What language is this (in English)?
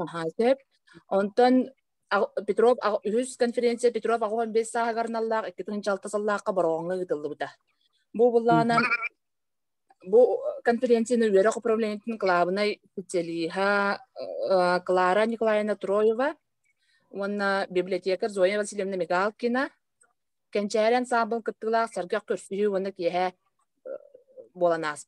Yakut